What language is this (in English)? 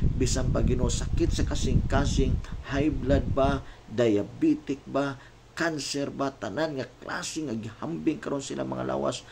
Cebuano